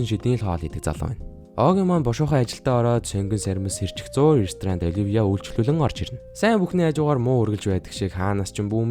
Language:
Mongolian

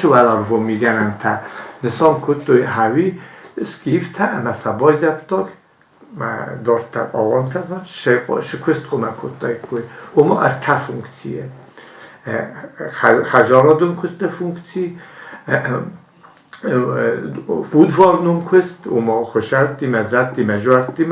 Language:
Ossetic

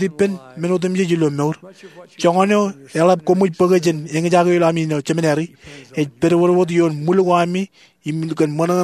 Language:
Marshallese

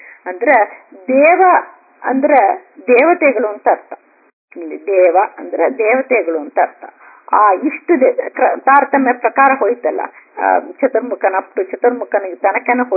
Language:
Kannada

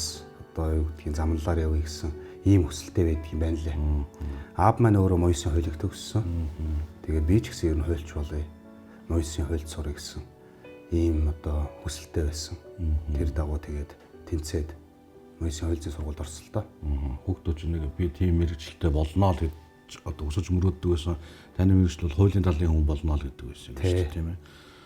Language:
Mongolian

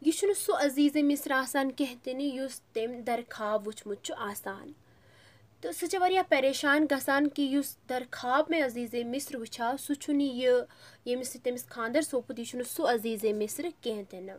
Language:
Kashmiri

